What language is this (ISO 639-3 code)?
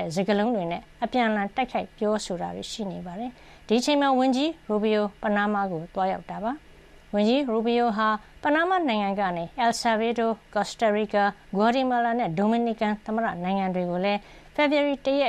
mya